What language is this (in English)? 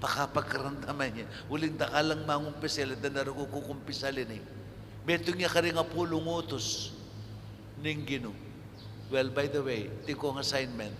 Pampanga